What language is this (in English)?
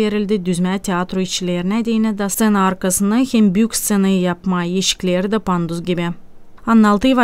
Gagauz